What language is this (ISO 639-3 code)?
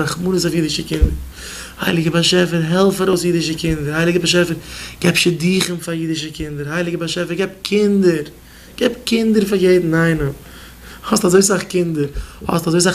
yid